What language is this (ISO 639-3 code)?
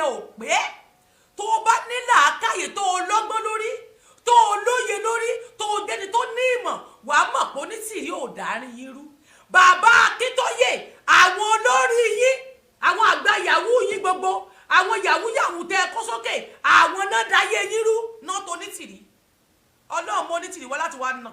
yor